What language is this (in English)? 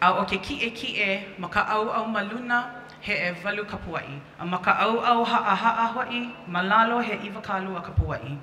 Hawaiian